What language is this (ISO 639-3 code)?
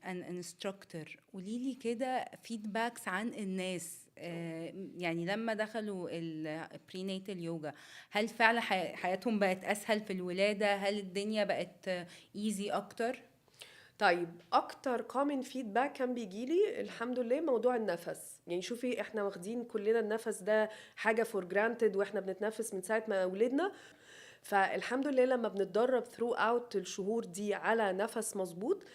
arz